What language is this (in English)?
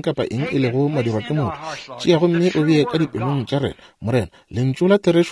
Northern Sotho